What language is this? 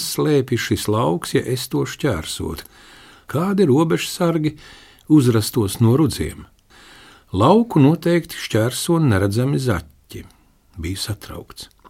Latvian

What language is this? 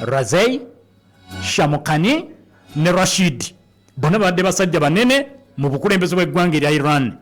Ganda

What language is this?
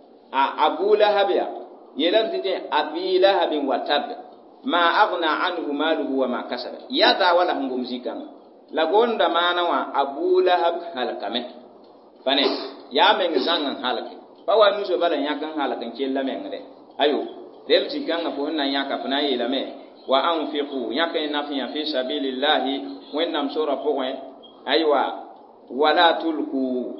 Mossi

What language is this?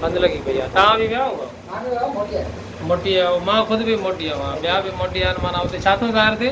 Sindhi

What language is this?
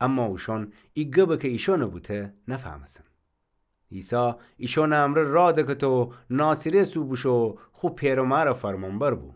Gilaki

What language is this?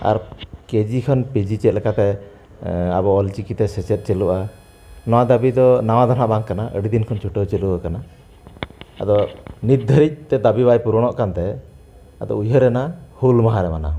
Santali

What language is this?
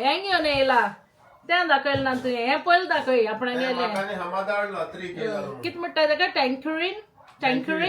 Konkani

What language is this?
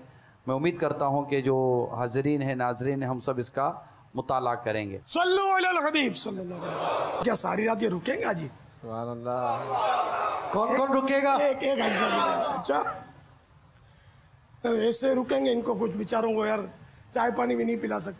Urdu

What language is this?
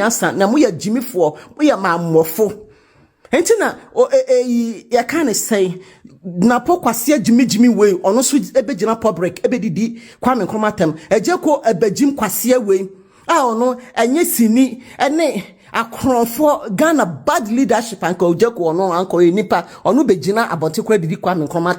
Akan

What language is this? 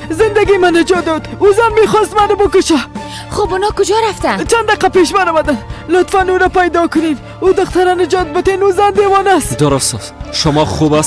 Persian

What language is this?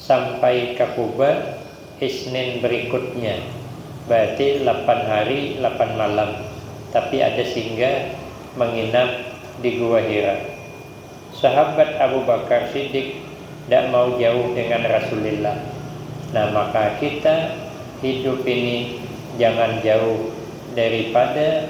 Banjar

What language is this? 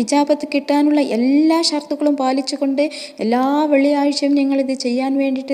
Malayalam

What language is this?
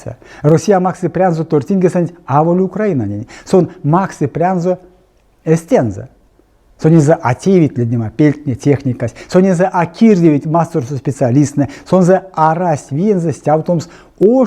Erzya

